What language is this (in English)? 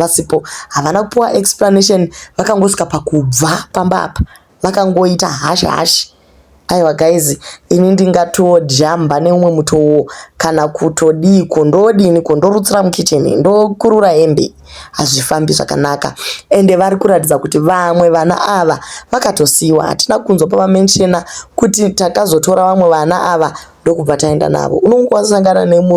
Shona